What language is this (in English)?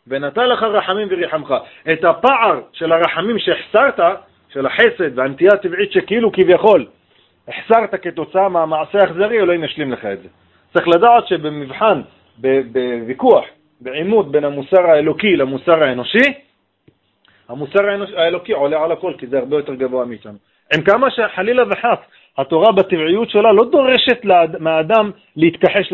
Hebrew